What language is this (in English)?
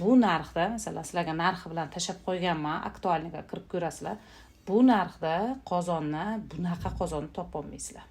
Uzbek